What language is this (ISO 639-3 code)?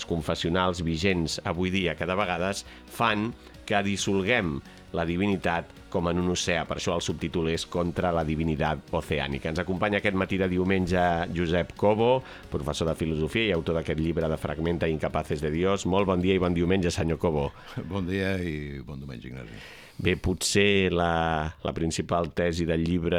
cat